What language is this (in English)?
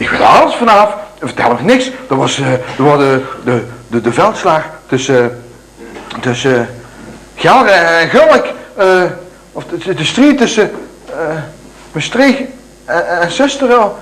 Limburgish